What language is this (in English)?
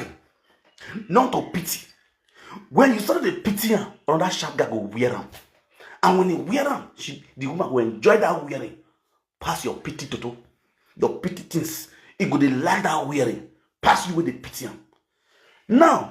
Nigerian Pidgin